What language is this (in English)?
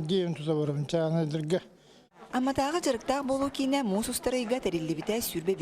Yakut